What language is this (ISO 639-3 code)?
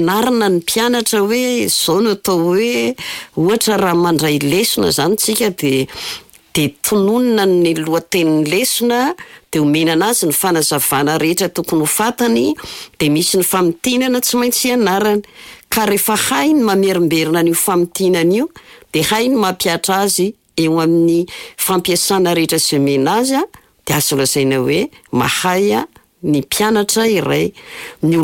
mlg